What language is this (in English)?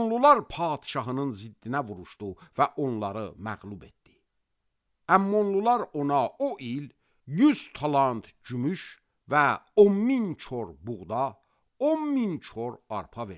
Azerbaijani